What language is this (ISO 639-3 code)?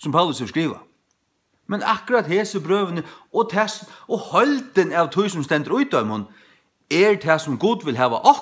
fao